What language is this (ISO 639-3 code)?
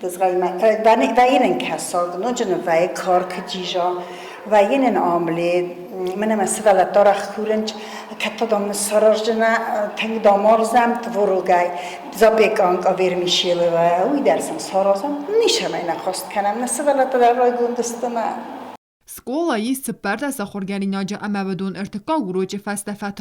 oss